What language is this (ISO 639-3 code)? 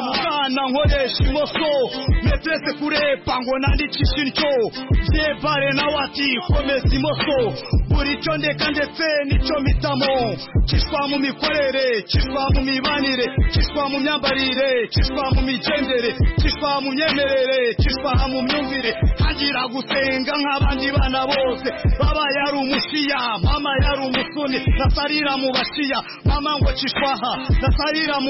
kin